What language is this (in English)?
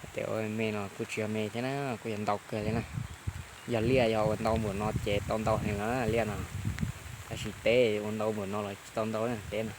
Hmong